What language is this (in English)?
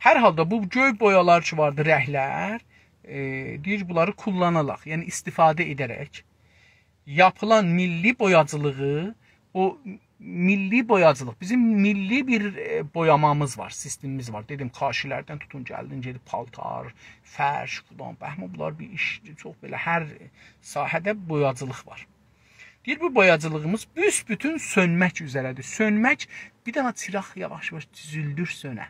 South Azerbaijani